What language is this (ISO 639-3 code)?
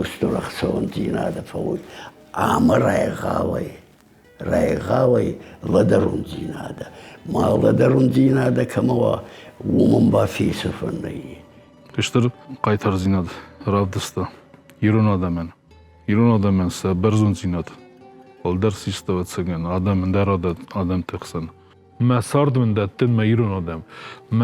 oss